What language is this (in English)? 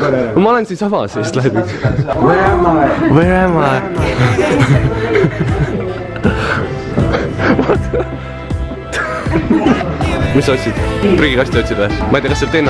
Estonian